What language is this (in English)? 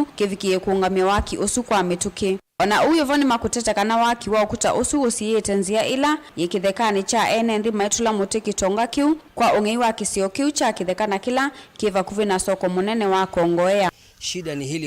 Kamba